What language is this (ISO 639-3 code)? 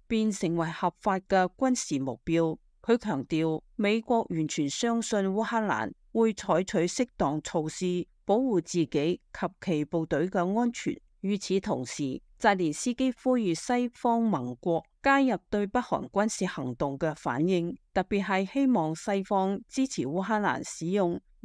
yue